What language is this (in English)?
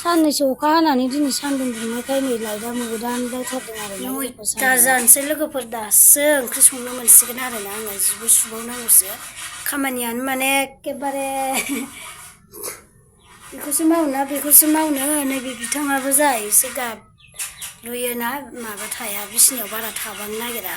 Bodo